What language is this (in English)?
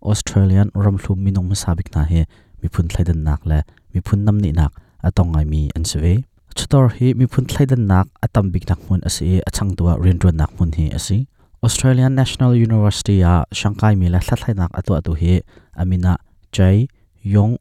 Hakha Chin